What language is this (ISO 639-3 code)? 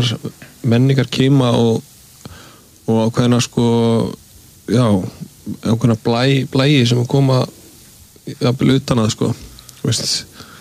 isl